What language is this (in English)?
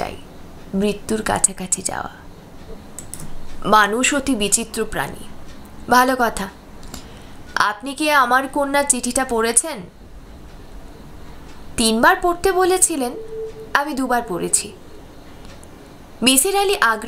Bangla